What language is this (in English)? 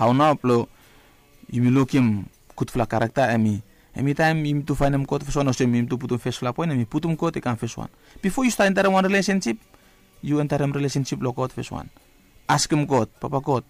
Bislama